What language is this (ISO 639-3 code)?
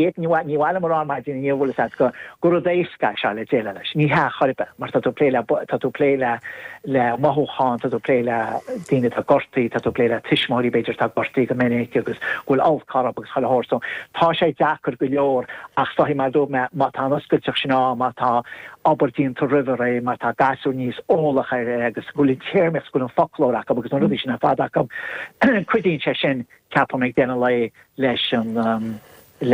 gle